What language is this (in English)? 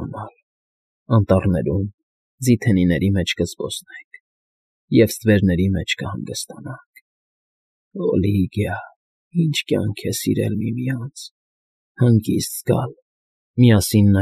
Armenian